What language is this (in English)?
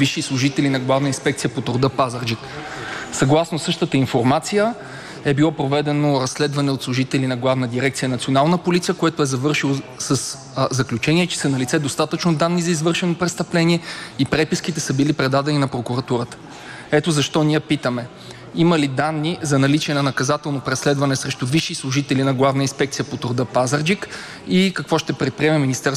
Bulgarian